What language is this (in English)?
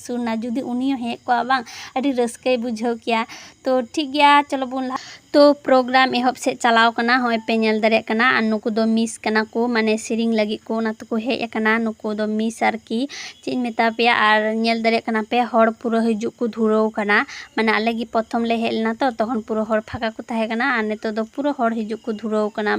Santali